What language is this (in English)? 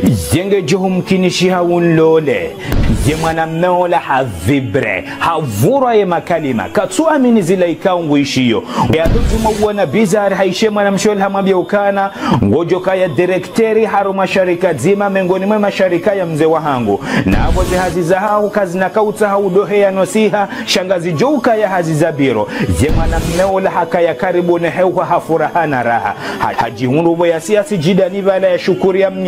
Ngazidja Comorian